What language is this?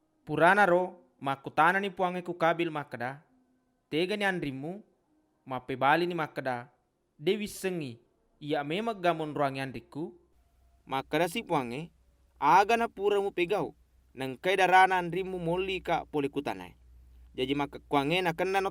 Buginese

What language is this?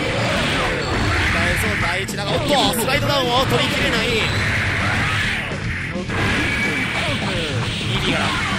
Japanese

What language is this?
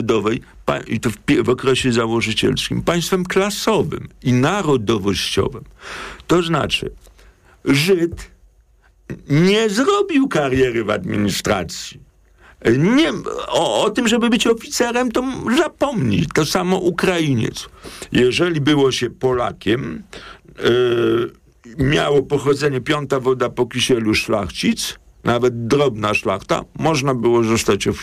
Polish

